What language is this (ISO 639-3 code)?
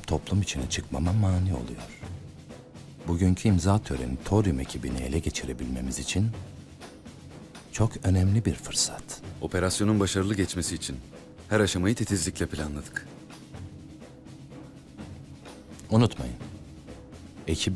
tur